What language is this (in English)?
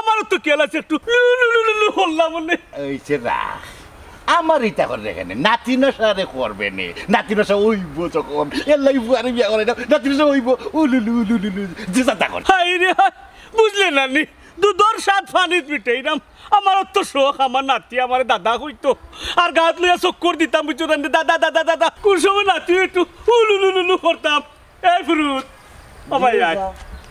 Sylheti